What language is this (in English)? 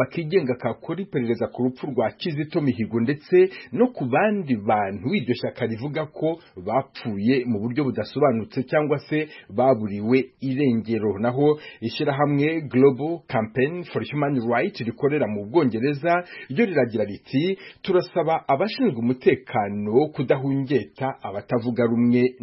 Kinyarwanda